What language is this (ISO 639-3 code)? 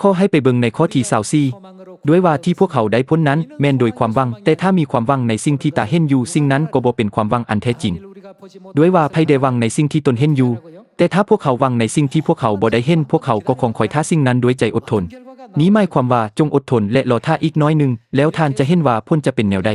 lao